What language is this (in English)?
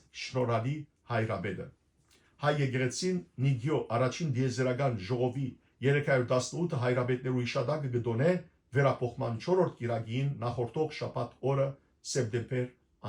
Western Armenian